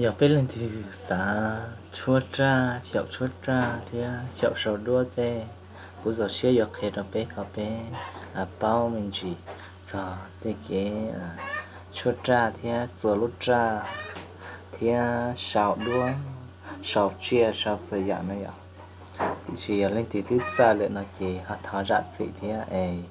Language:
Hmong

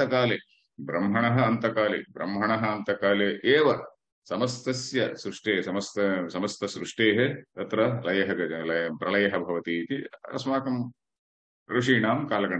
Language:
Sanskrit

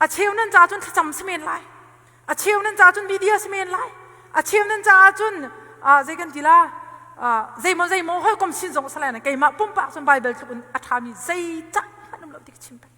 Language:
Hakha Chin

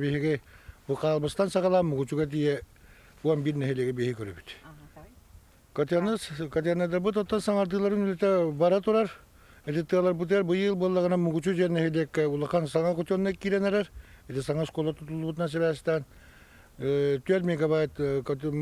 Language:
Yakut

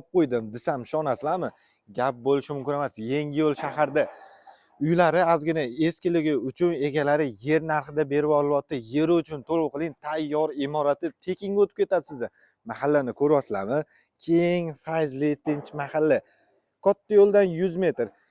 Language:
Uzbek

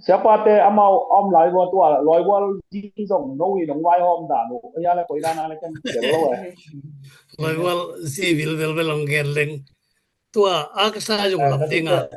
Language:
Tedim Chin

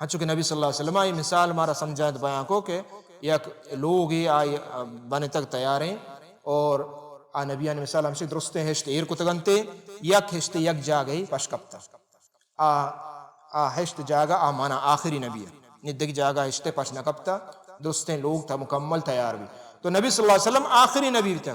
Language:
Baluchi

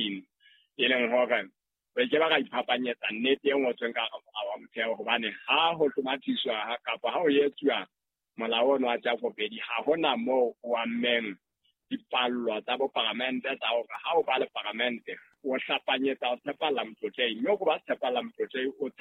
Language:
Southern Sotho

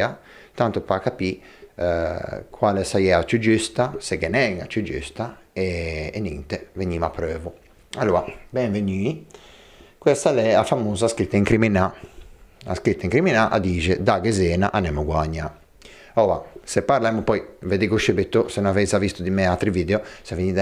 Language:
Ligurian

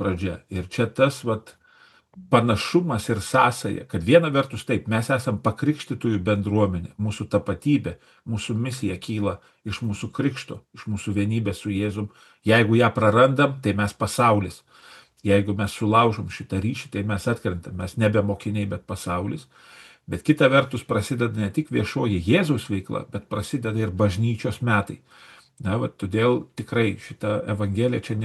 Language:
Lithuanian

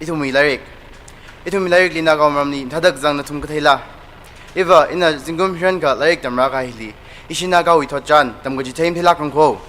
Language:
Tangkhul Naga (India)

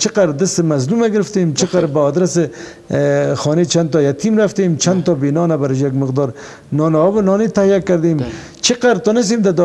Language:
Persian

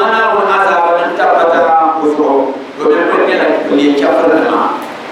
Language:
Dagbani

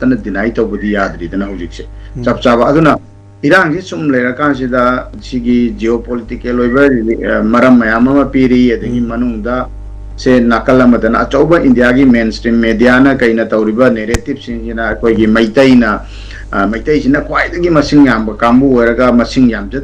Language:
Manipuri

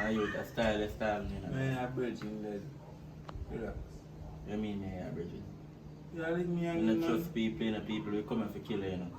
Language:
Jamaican Creole English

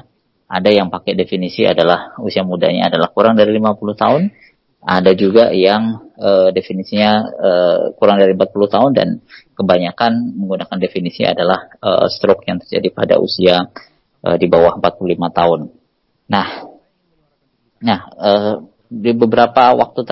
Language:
Indonesian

